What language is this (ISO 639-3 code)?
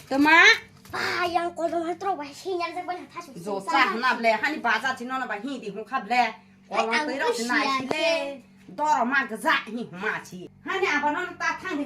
trp